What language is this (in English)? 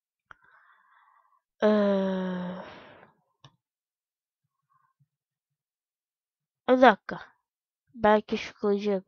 Turkish